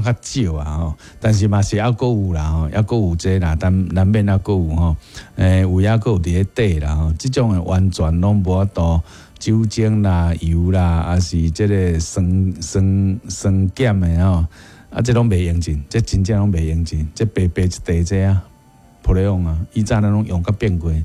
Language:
Min Nan Chinese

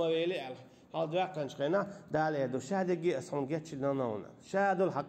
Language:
Chechen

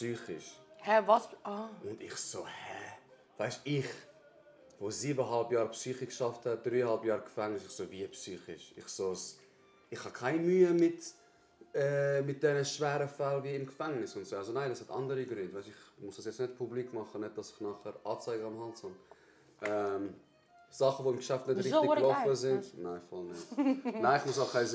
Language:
Swiss German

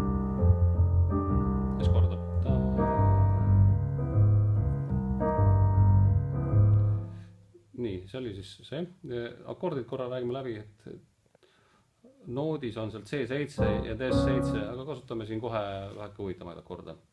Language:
Estonian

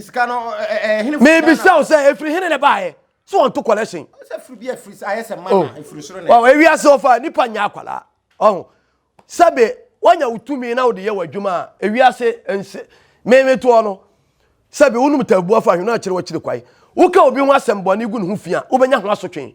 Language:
Akan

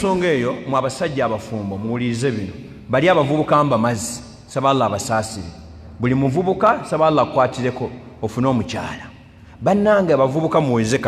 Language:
Ganda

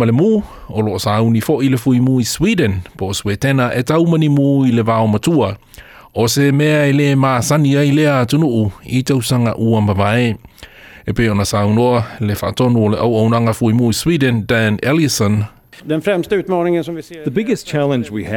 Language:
Samoan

